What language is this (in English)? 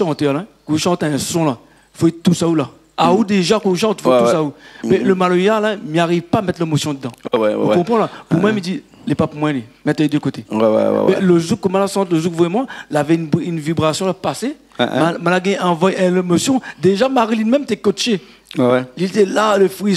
Réunion Creole French